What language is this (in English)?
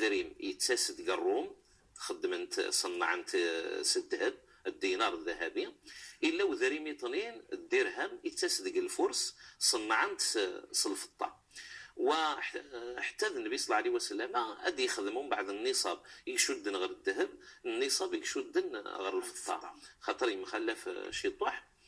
Kabyle